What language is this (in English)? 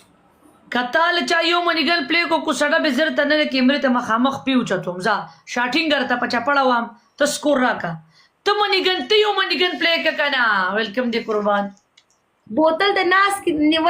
Pashto